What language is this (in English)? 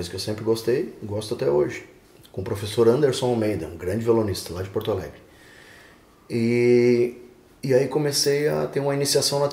Portuguese